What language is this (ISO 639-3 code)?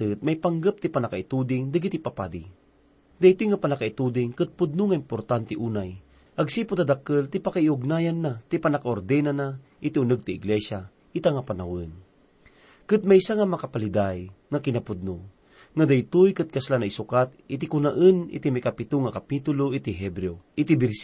ilo